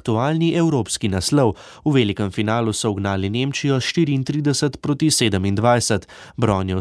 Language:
Slovenian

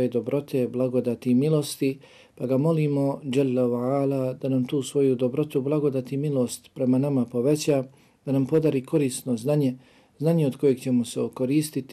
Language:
Bosnian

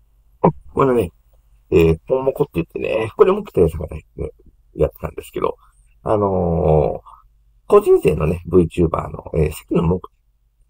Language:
Japanese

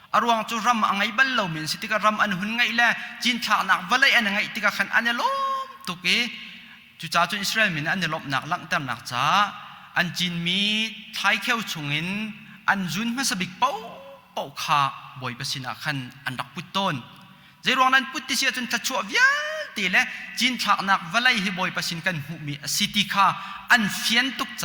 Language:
Hakha Chin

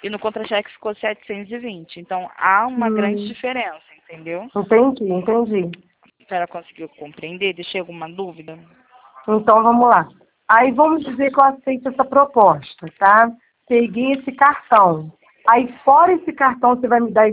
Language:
Portuguese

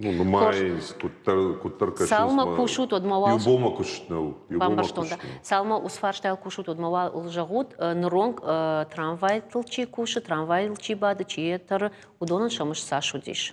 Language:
Ossetic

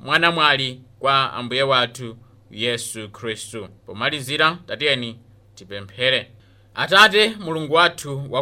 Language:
Nyanja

